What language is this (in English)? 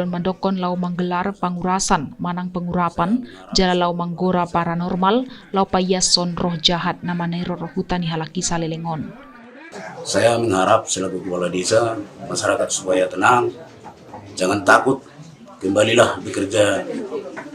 Batak Toba